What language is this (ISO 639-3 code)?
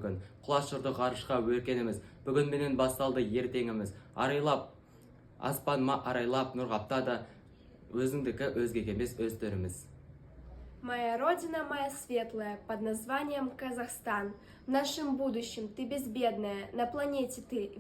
kaz